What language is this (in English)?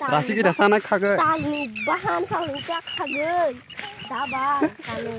Kok Borok